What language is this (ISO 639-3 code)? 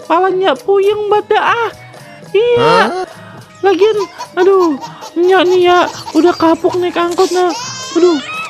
bew